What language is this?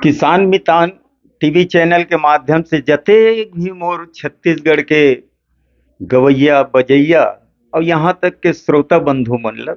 Chhattisgarhi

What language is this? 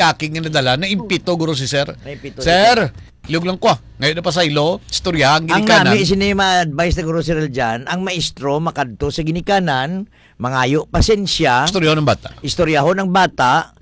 Hiligaynon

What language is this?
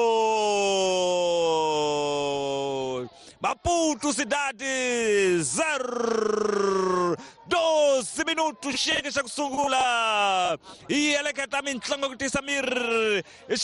Tsonga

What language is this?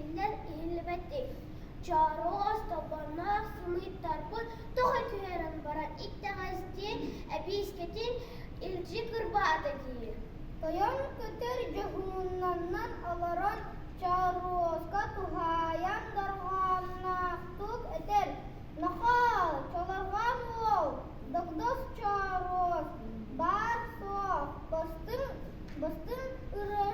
Yakut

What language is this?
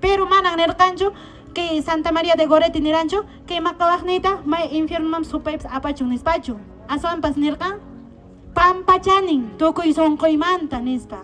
Quechua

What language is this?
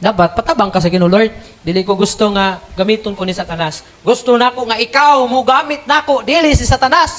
Cebuano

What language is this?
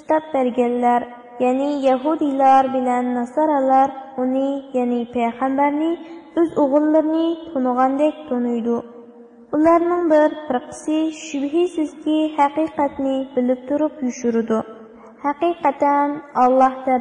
Uyghur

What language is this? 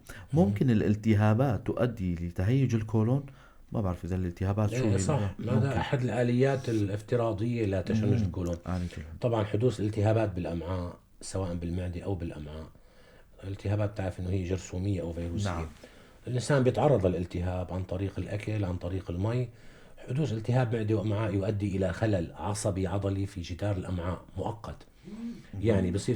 North Levantine Arabic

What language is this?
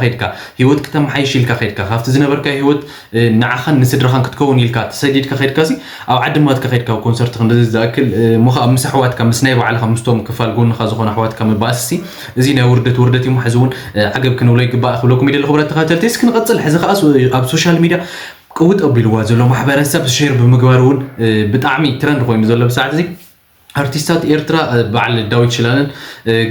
Tigrinya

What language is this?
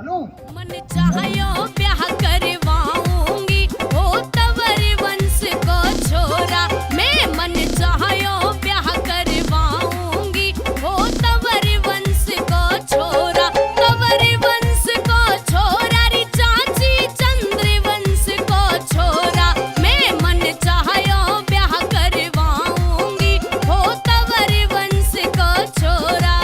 Braj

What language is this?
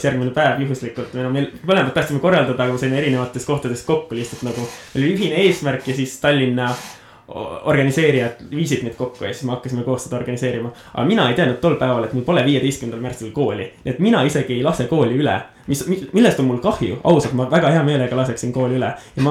Estonian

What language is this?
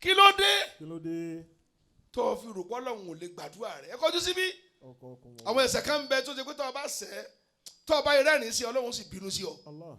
Yoruba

